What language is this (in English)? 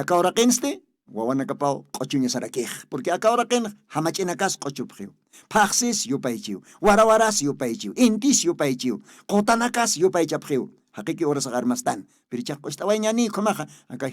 Aymara